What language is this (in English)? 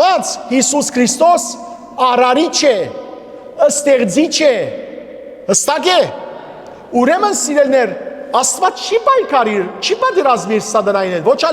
Western Armenian